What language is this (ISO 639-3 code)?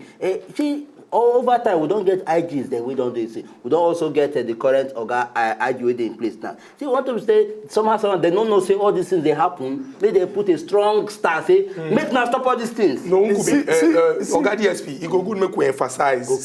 pcm